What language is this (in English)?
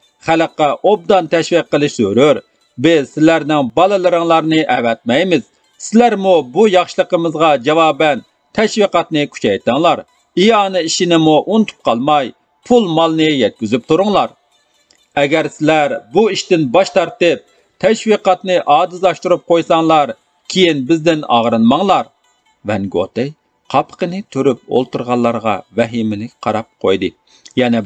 Uyghur